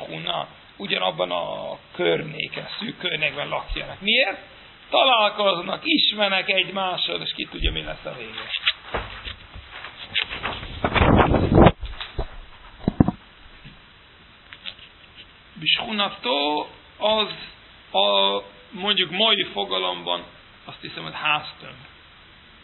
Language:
Hungarian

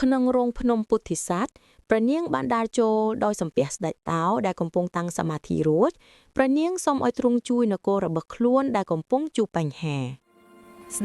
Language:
Khmer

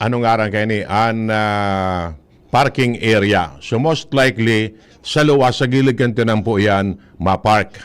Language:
Bikol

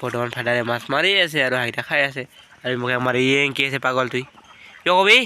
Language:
Assamese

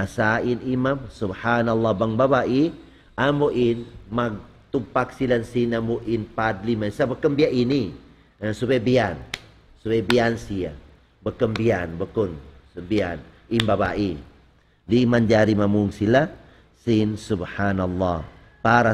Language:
Tausug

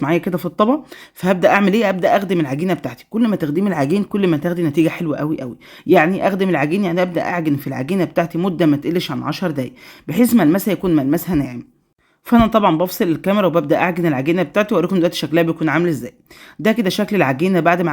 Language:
Egyptian Arabic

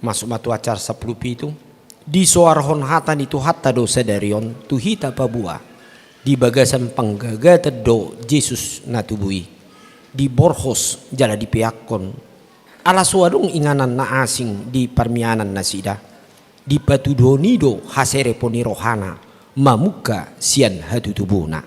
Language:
Batak Toba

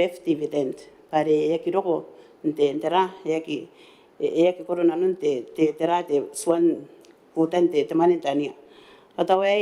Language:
Gilbertese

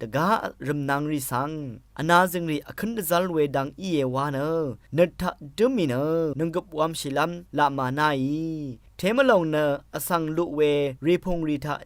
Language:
Rawang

